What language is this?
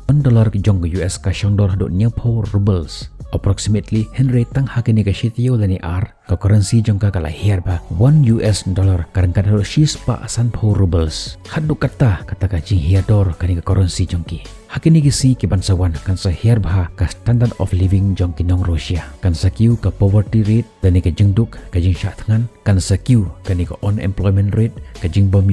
Khasi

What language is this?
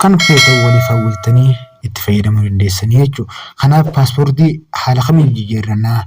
Oromo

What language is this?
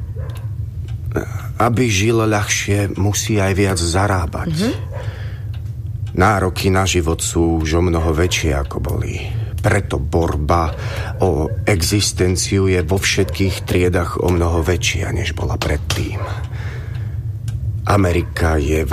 Slovak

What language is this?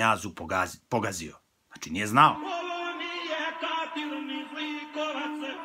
Serbian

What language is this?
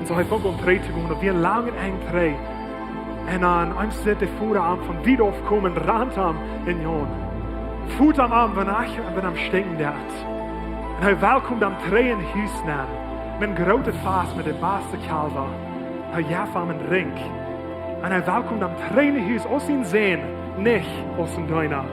Plautdietsch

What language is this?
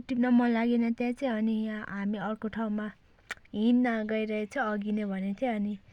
Nepali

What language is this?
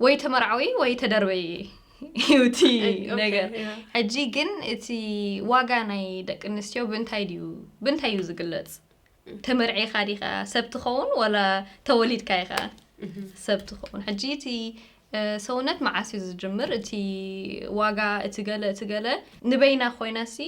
Tigrinya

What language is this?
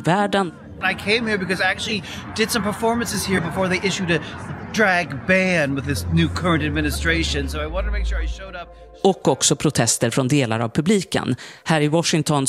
Swedish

